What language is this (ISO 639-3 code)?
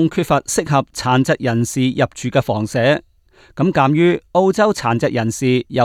yue